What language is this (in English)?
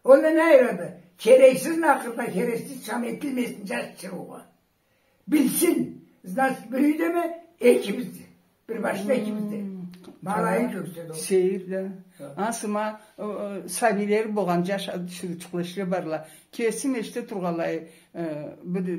Karachay-Balkar